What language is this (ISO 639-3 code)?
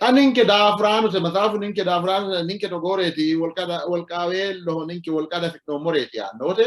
sid